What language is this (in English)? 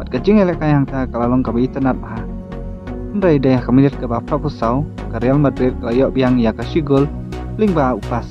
Khasi